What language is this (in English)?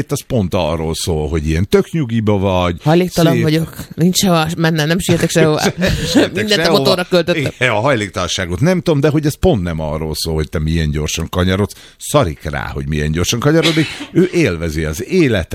Hungarian